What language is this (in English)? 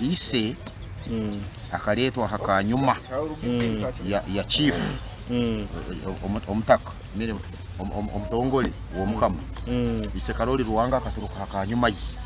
Nyoro